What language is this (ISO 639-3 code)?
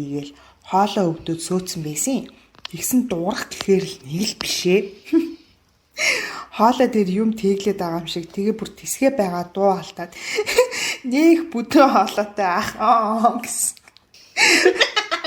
mon